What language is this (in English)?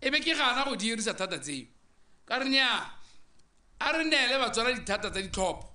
Tswana